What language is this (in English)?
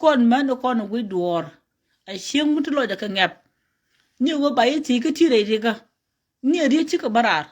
Nuer